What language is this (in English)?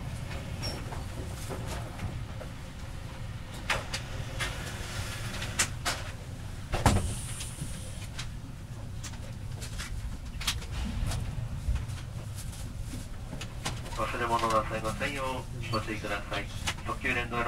Japanese